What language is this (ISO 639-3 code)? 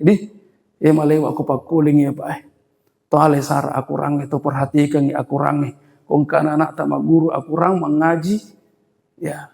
bug